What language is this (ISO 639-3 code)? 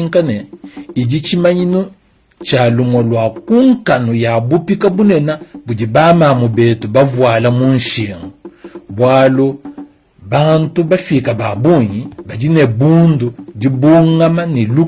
lua